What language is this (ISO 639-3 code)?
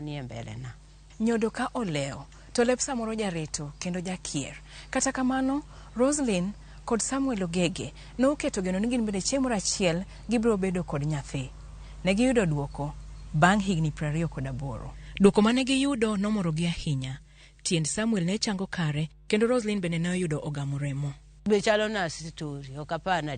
luo